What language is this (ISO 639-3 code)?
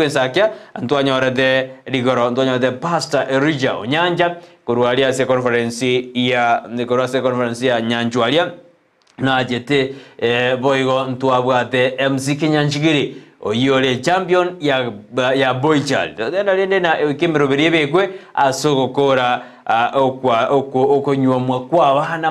guz